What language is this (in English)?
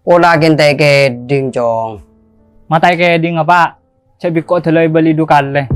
Madurese